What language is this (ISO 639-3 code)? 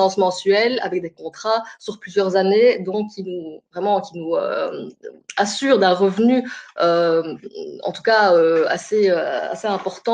fra